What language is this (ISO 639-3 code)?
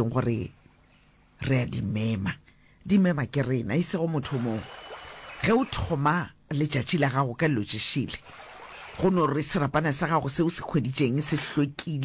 nso